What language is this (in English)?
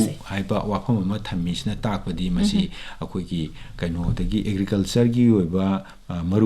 Manipuri